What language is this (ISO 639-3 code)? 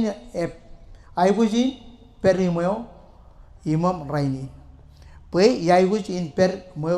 mah